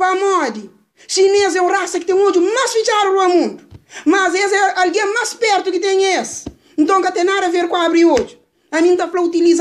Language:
Kabuverdianu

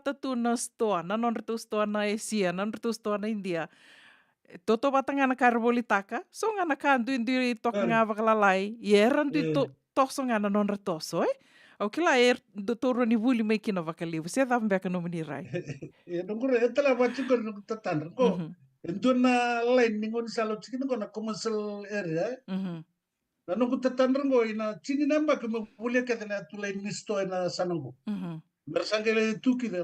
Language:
Fijian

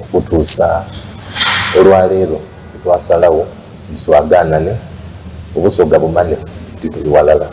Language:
Soga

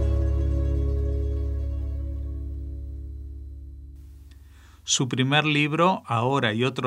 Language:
Hebrew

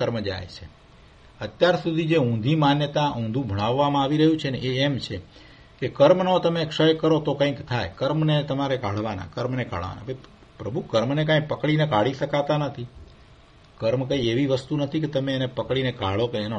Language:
Gujarati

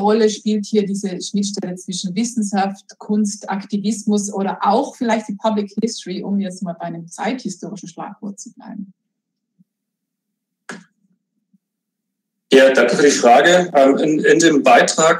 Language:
German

